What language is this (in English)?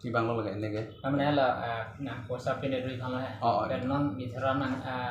Karbi